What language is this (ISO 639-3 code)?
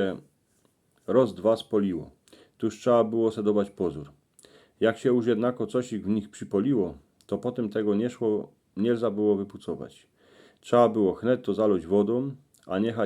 szl